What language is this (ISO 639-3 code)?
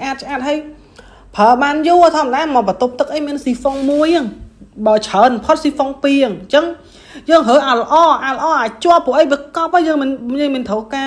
khm